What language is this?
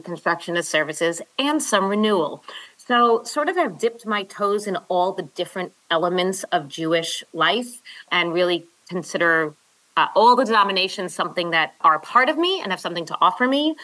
English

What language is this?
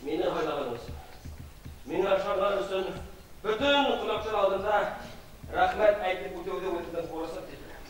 Bashkir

